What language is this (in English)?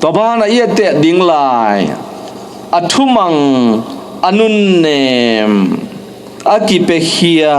Tedim Chin